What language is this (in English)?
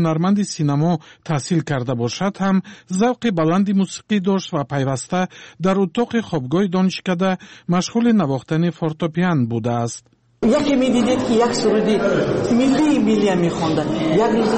Tajik